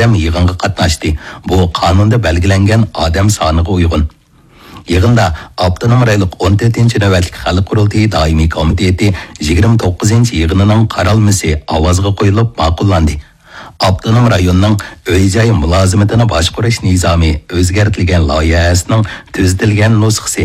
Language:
Uyghur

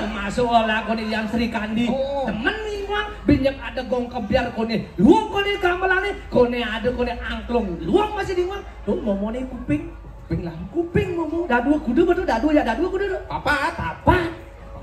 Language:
Balinese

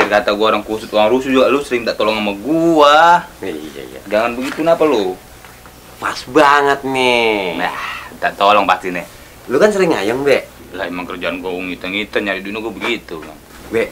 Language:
Betawi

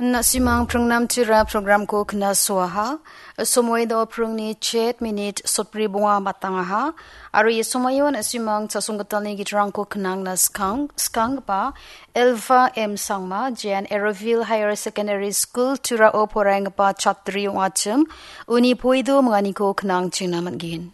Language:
Garo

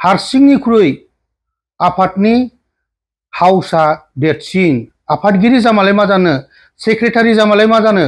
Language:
Bodo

